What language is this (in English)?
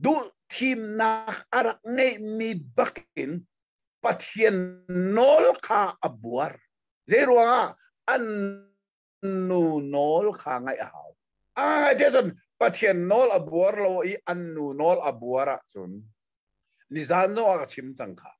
Hakha Chin